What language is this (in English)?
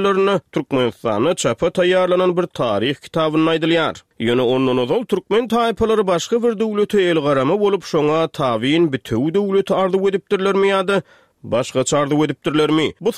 Turkmen